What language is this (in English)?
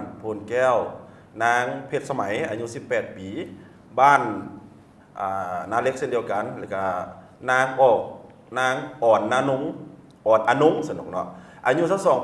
Lao